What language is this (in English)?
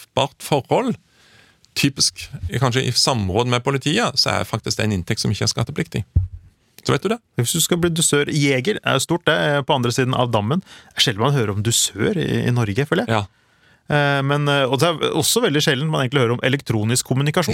Norwegian